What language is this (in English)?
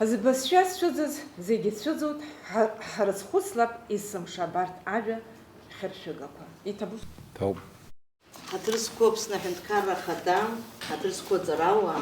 Abkhazian